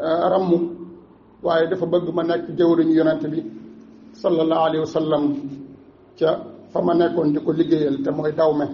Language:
Wolof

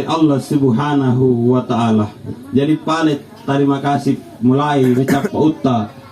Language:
Makasar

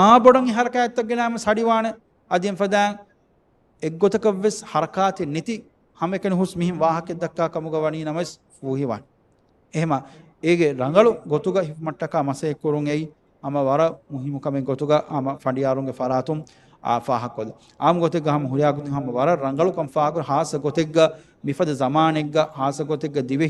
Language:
Divehi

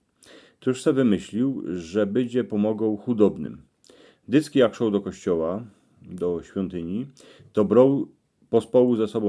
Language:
Silesian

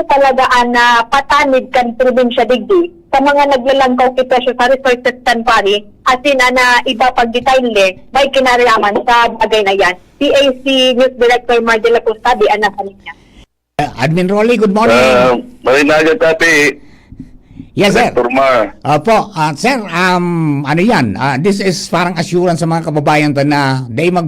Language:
Bikol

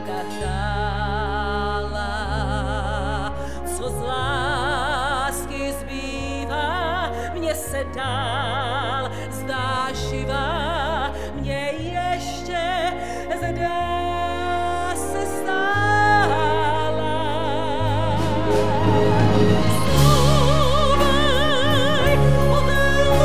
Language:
Czech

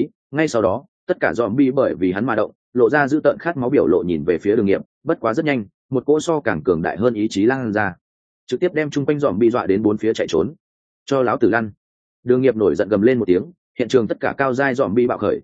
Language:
Vietnamese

